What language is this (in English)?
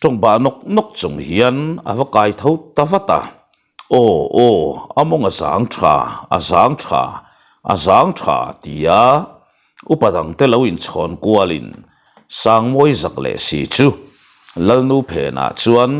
Mizo